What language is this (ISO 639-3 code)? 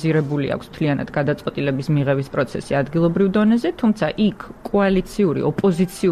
kat